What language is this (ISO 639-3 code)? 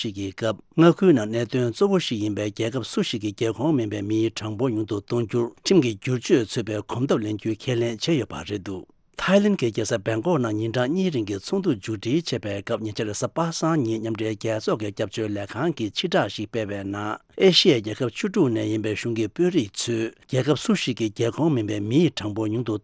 bod